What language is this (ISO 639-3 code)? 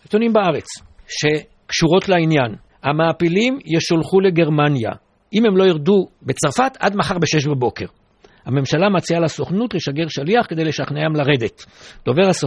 heb